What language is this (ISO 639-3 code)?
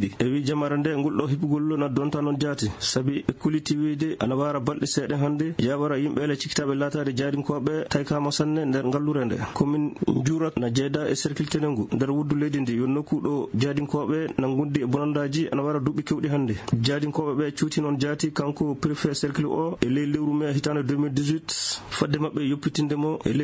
ful